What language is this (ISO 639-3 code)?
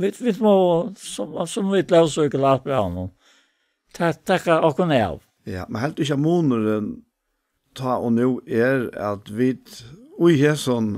fao